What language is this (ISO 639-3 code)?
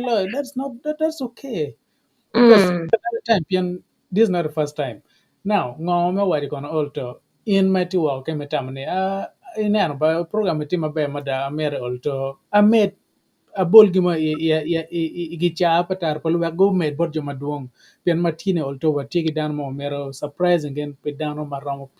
ach